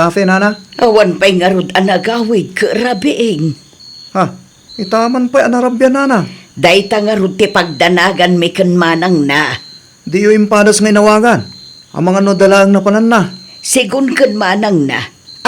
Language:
Iloko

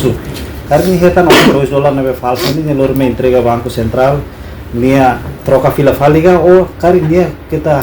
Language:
Tetum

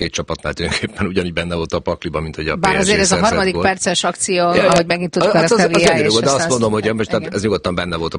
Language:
Hungarian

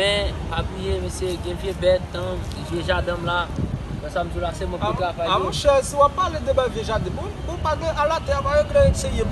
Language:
Haitian Creole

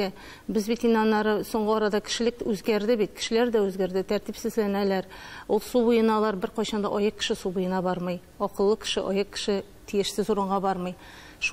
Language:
Tatar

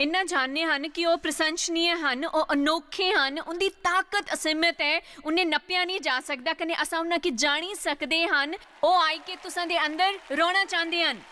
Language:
Dogri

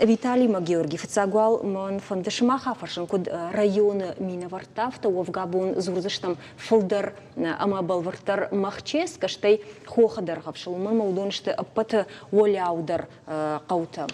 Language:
Ossetic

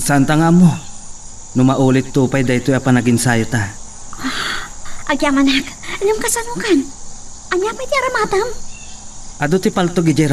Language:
Iloko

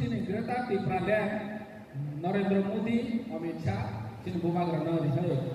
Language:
Kok Borok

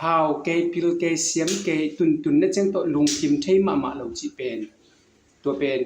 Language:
Tedim Chin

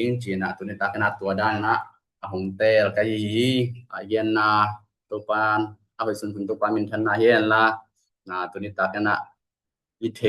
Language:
Tedim Chin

